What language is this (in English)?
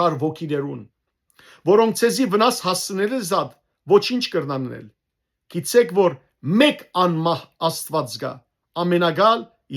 Western Armenian